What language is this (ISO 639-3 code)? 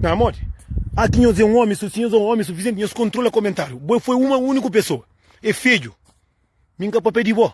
kea